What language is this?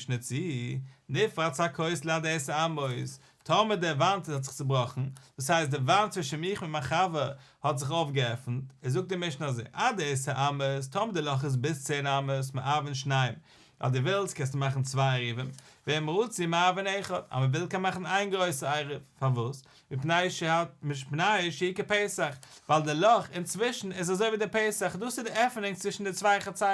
Yiddish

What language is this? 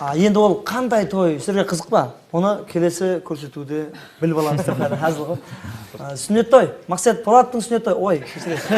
Kara-Kalpak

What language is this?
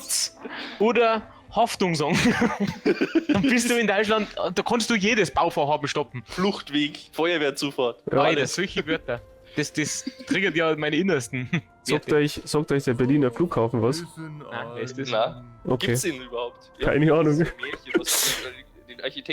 Bavarian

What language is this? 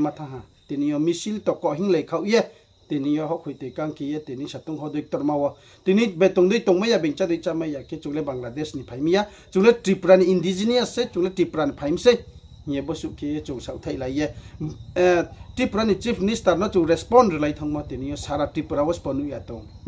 Riang (India)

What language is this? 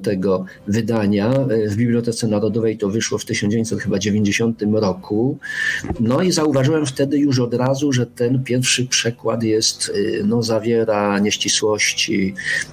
Polish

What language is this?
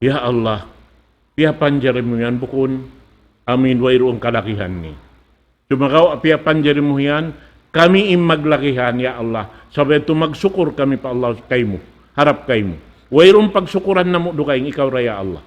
Tausug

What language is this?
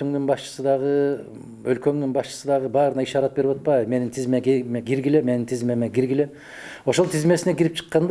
Kyrgyz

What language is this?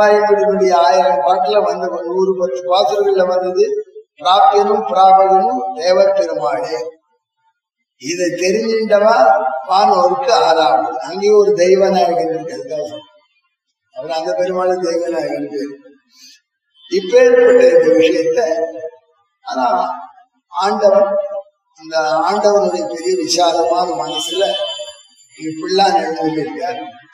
Tamil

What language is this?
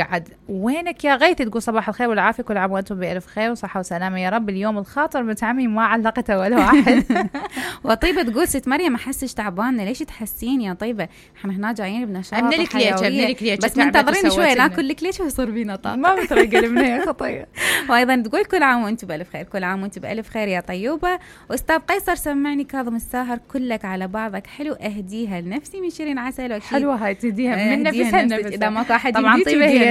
Mesopotamian Arabic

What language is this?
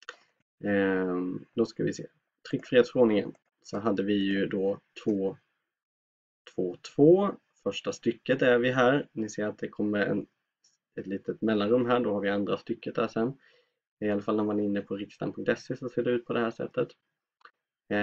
Swedish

